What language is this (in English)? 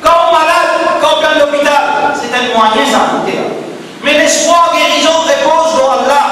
Morisyen